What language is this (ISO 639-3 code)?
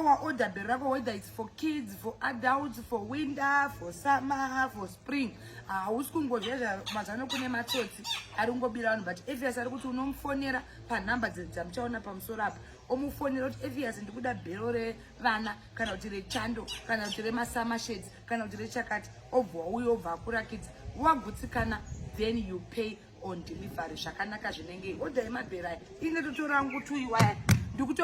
sna